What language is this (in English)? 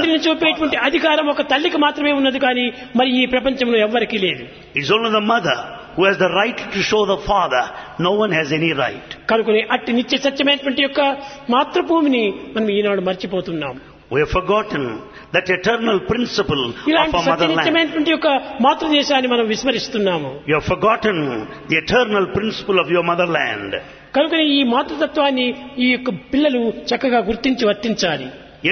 Telugu